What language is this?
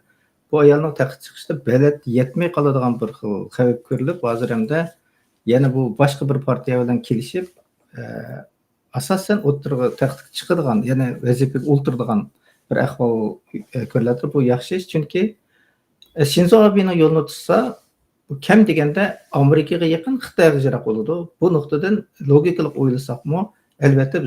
Uyghur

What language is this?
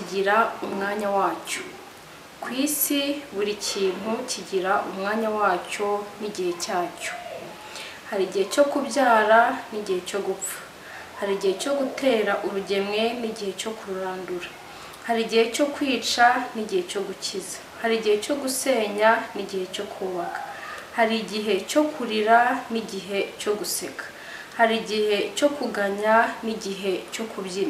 Kinyarwanda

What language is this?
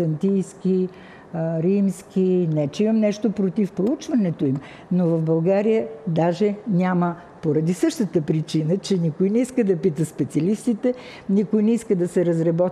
Bulgarian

